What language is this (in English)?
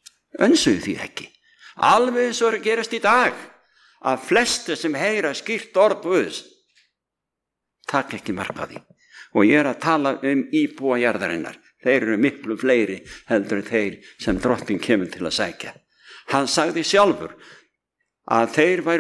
Icelandic